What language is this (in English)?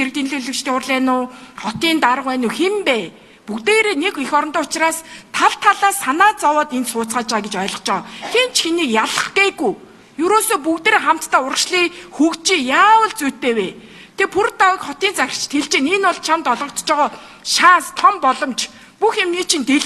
Mongolian